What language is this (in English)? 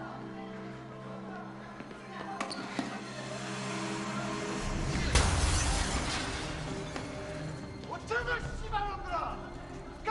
Korean